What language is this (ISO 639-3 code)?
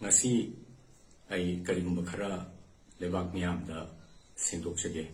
mni